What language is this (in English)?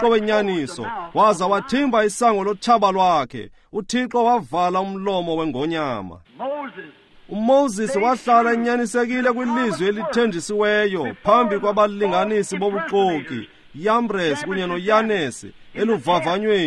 Xhosa